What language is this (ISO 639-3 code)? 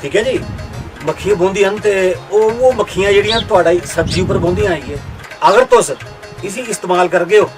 doi